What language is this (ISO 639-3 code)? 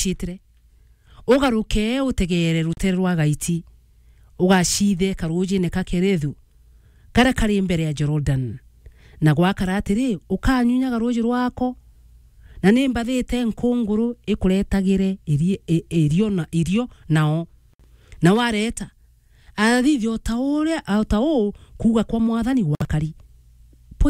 mer